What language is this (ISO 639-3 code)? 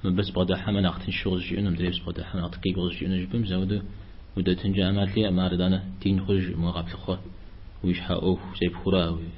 kbd